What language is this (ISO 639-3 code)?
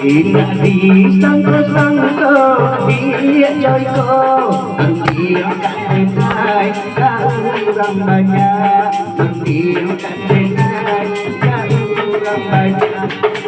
min